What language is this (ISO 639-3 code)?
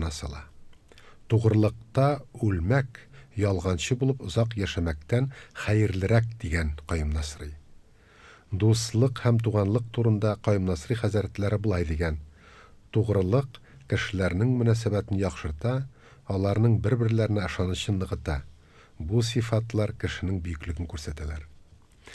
tat